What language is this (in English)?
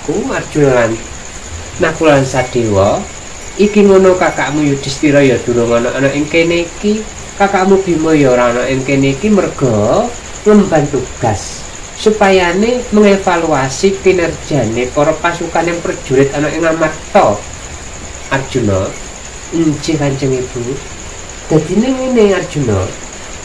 Javanese